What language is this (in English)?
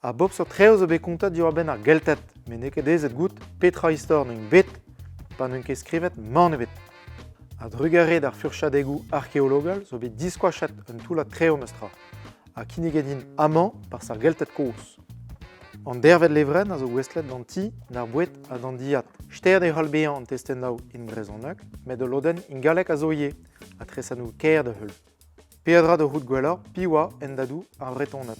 Breton